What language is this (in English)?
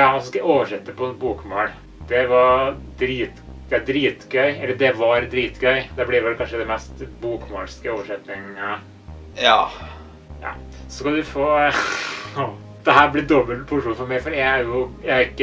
Norwegian